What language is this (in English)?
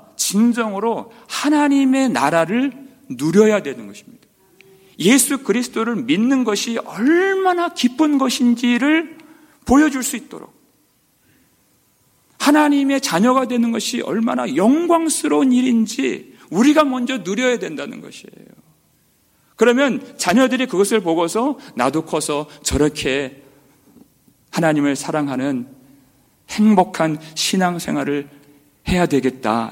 Korean